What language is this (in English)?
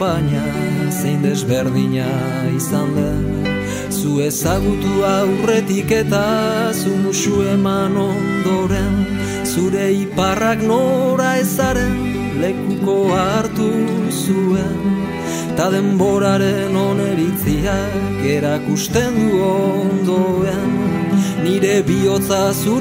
Basque